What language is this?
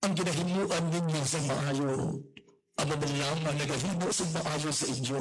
Hiligaynon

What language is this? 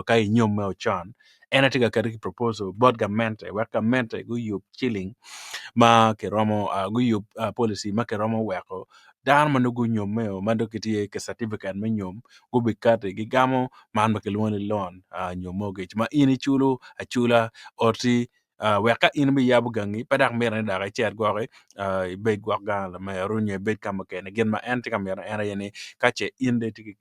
Acoli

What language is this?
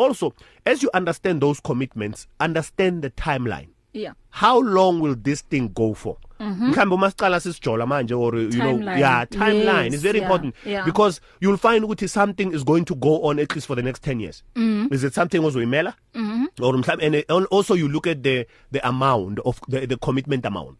English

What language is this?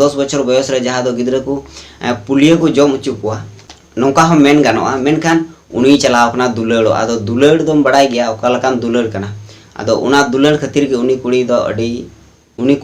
Santali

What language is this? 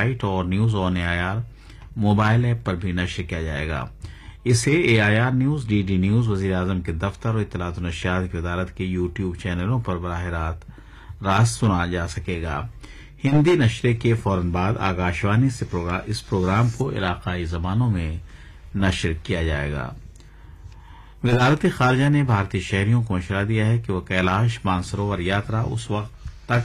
Urdu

